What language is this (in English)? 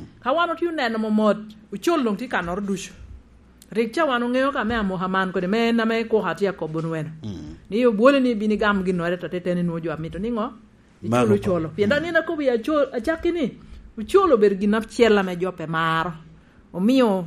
Lango (Uganda)